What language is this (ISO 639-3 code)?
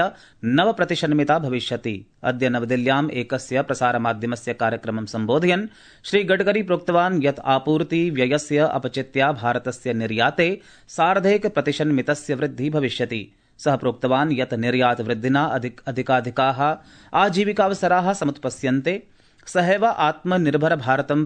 san